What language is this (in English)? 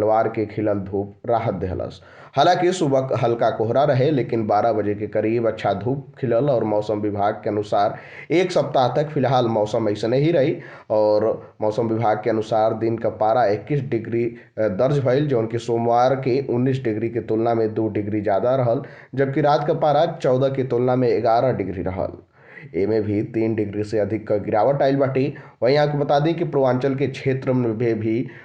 Bhojpuri